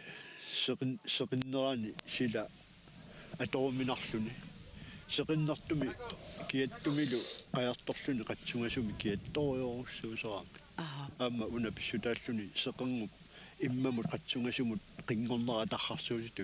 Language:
Kalaallisut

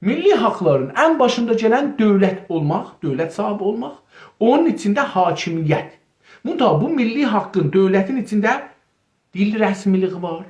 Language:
South Azerbaijani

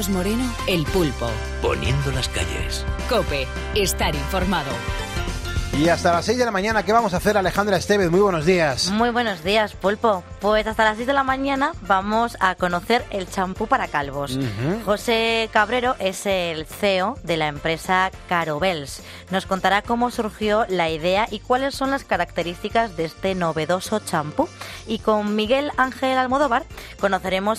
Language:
Spanish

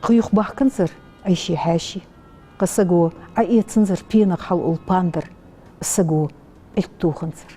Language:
Ingush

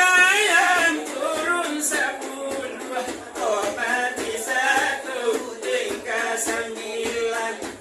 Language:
Minangkabau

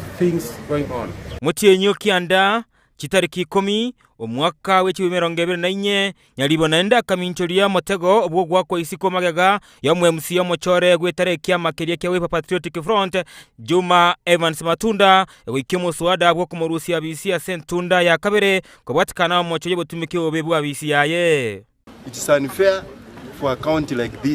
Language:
Gusii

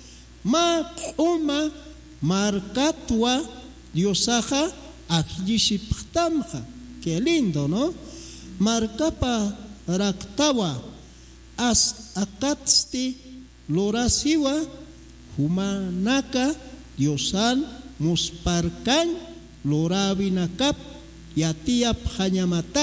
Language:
Aymara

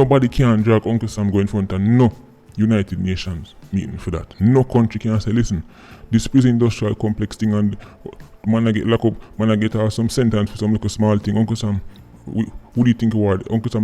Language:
Jamaican Creole English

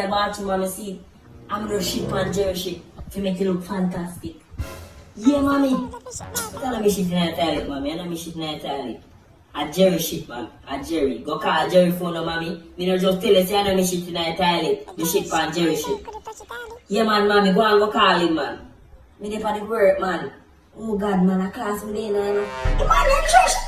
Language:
Jamaican Creole English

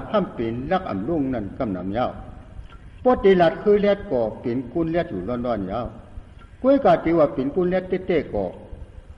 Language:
Shan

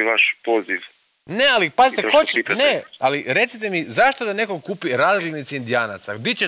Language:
Croatian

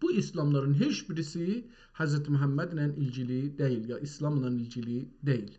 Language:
South Azerbaijani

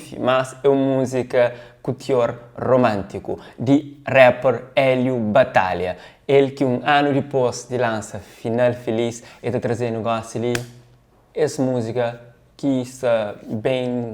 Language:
Kabuverdianu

